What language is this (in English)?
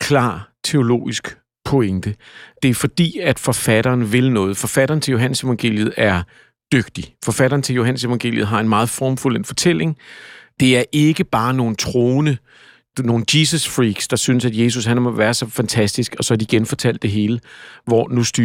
Danish